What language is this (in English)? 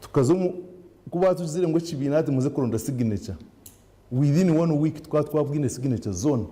Nyankole